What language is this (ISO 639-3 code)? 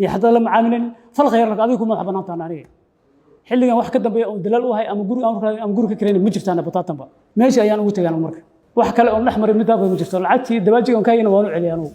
som